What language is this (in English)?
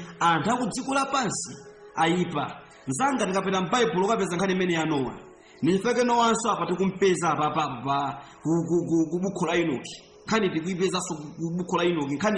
Nyanja